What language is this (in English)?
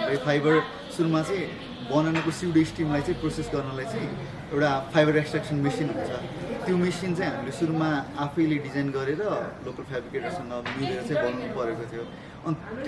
Nepali